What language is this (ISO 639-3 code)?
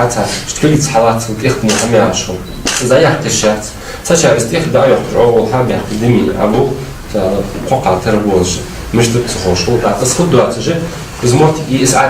inh